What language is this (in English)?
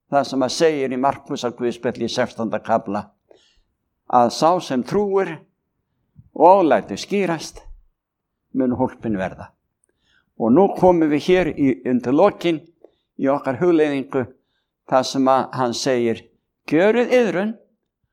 Icelandic